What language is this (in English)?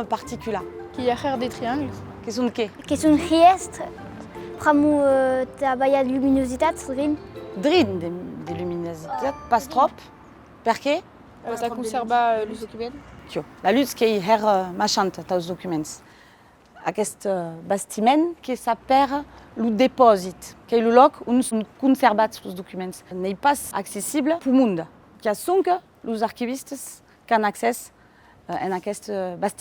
Occitan